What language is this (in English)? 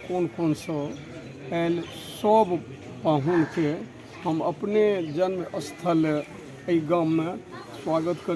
Maithili